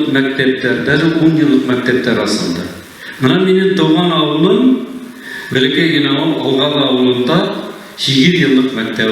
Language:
Bashkir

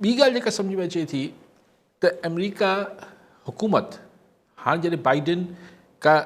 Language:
Sindhi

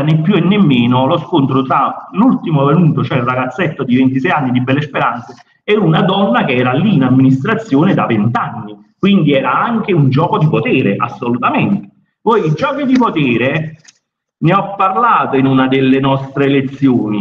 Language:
Italian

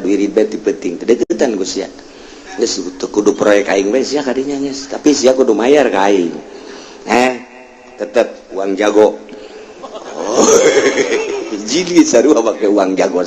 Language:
Sundanese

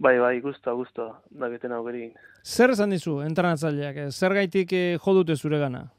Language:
Basque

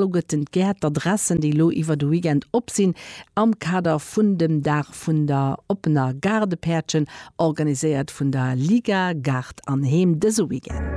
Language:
Luxembourgish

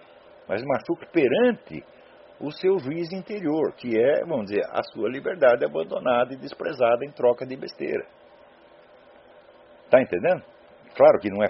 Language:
Portuguese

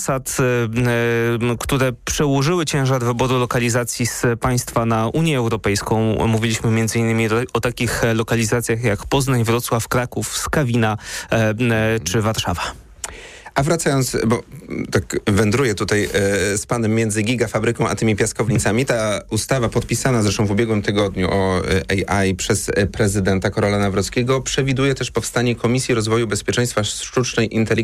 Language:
Polish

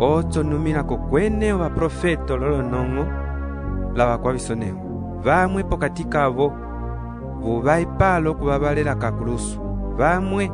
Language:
Umbundu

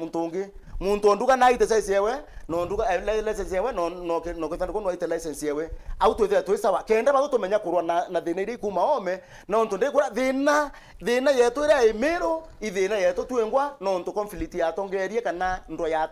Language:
Meru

